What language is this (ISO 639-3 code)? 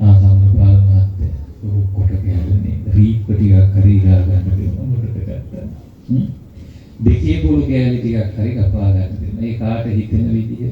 sin